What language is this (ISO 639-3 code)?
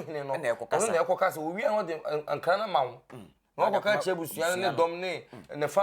aka